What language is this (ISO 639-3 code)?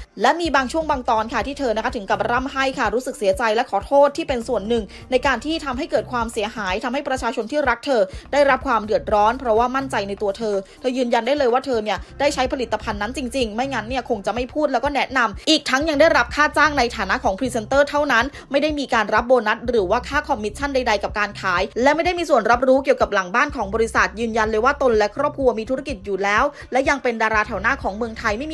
tha